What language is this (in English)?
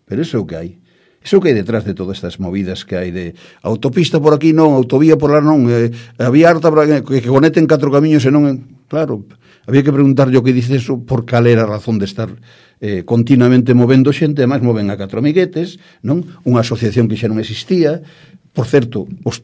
Galician